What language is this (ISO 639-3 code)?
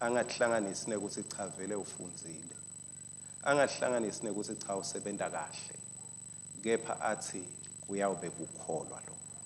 ssw